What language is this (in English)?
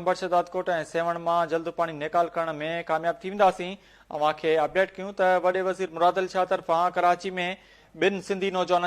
Sindhi